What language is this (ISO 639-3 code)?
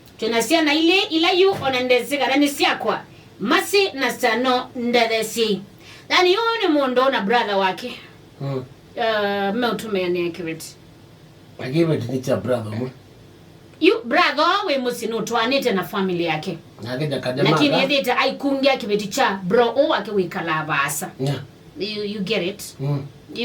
kam